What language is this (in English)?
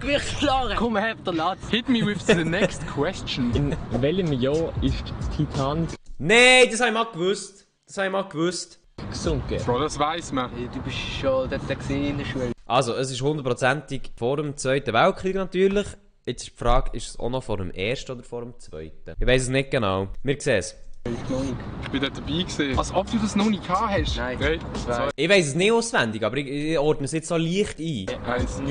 Swiss German